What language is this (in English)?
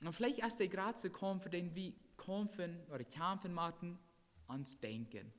Plautdietsch